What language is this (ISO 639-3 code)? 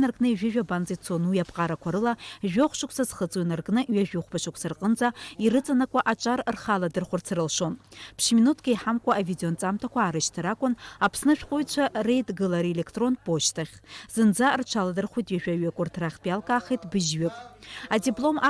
abk